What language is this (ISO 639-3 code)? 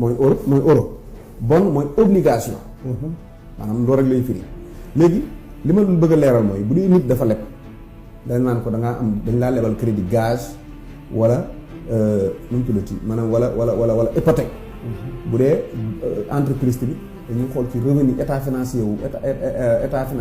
wol